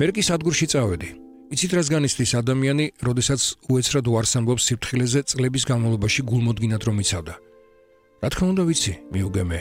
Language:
Georgian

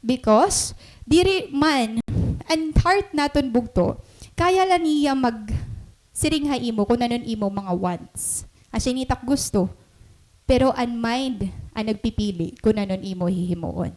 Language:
Waray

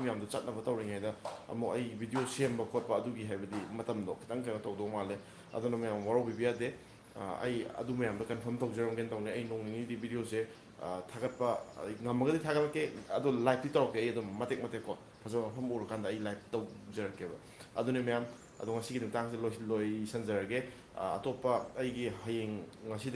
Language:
Manipuri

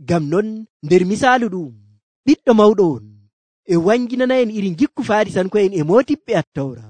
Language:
Nigerian Fulfulde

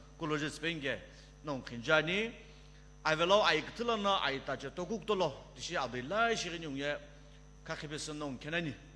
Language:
Sumi Naga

